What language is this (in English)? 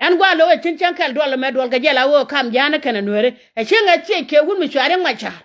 Nuer